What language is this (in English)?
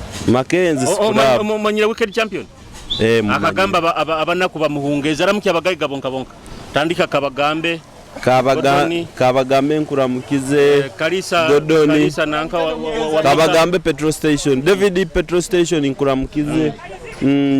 Nyoro